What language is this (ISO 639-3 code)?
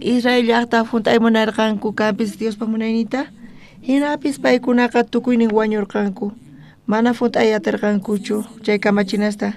quh